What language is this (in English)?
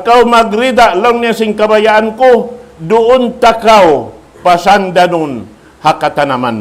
Tausug